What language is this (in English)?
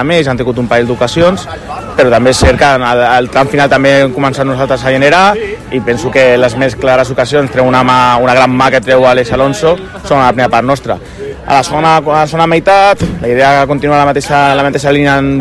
Catalan